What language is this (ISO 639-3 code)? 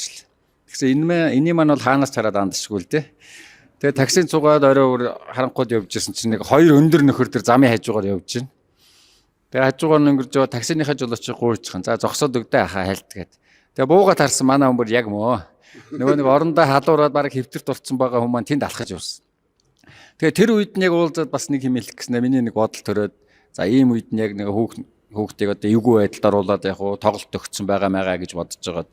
mon